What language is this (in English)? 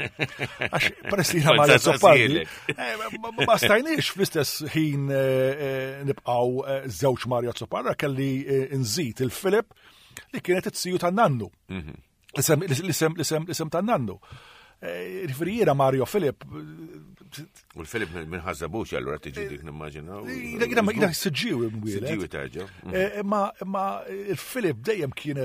Maltese